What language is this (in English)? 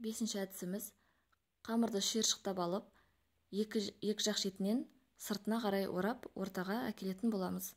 Kazakh